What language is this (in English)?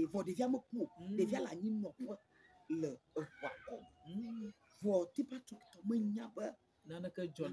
Ewe